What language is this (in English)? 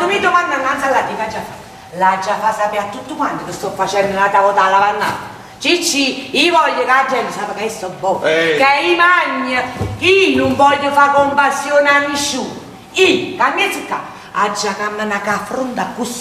Neapolitan